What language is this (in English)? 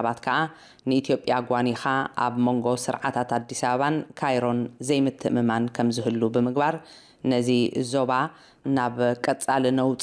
Tigrinya